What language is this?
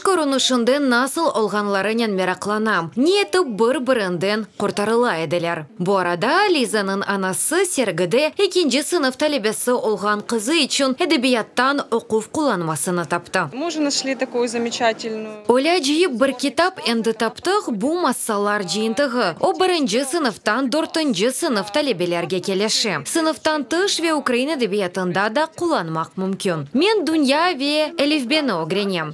Crimean Tatar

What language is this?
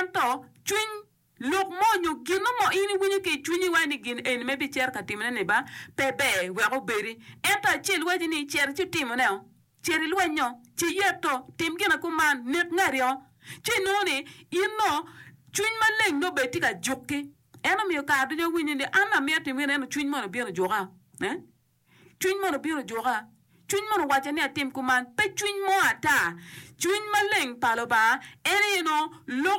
Acoli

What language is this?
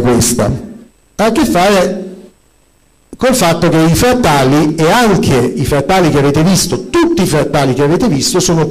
Italian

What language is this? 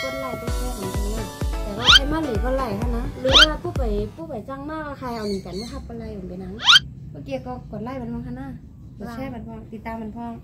Shan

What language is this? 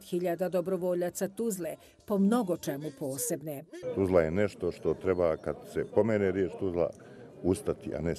Bosnian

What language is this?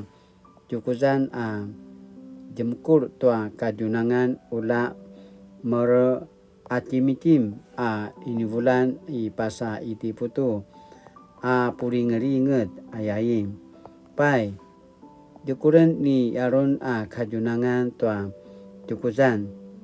Paiwan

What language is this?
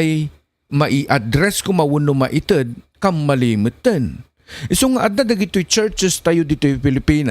Iloko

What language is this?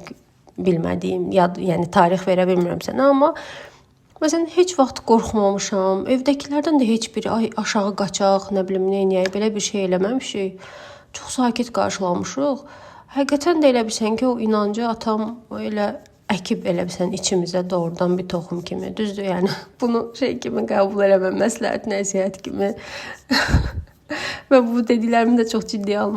Azerbaijani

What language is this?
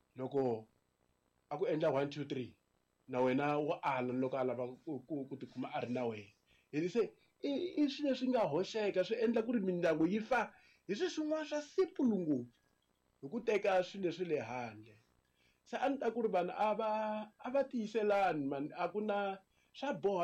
Tsonga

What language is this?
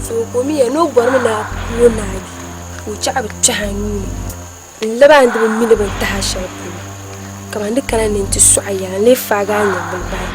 Dagbani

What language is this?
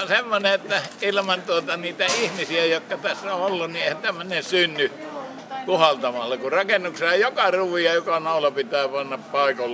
Finnish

